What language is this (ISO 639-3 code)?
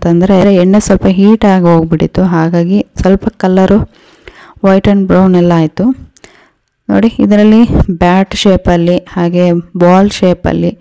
kan